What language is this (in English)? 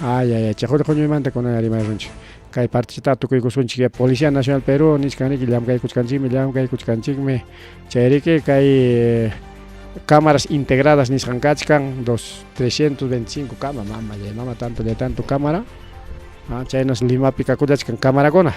Ayacucho Quechua